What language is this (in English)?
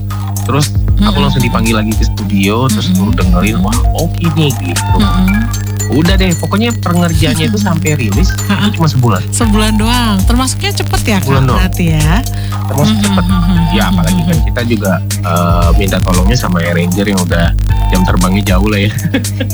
Indonesian